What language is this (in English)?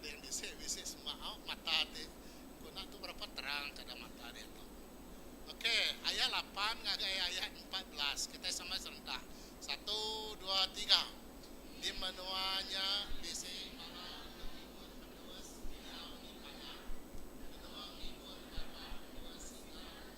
Iban